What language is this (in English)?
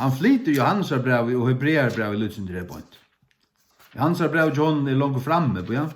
Faroese